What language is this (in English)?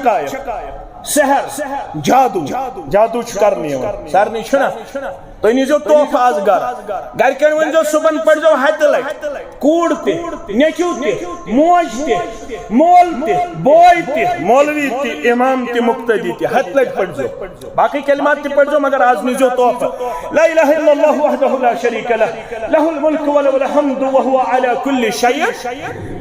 Kashmiri